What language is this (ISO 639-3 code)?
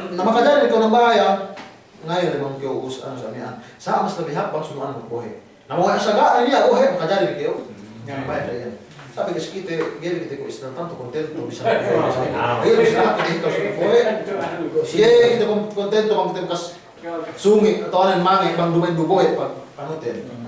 yka